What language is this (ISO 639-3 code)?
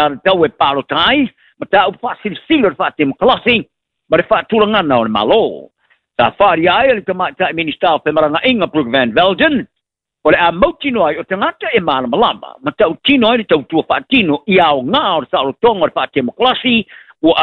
smo